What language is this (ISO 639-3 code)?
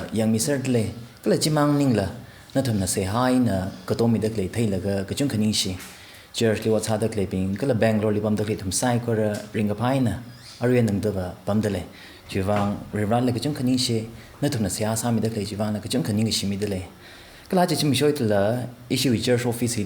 nmf